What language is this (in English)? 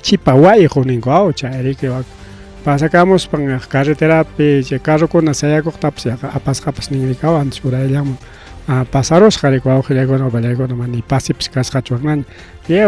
Ayacucho Quechua